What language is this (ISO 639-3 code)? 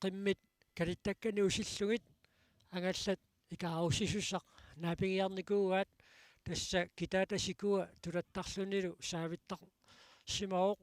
kal